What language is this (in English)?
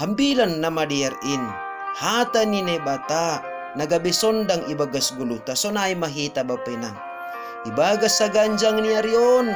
Batak Simalungun